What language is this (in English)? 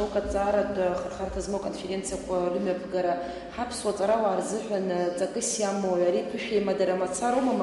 Abkhazian